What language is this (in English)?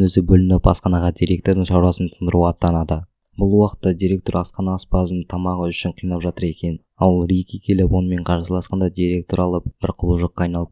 Kazakh